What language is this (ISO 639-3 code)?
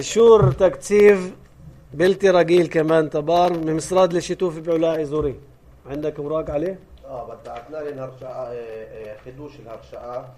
apc